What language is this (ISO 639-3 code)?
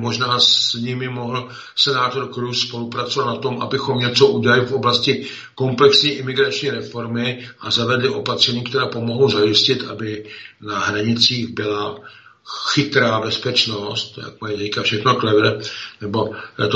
ces